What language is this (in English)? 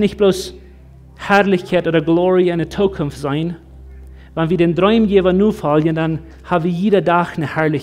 Plautdietsch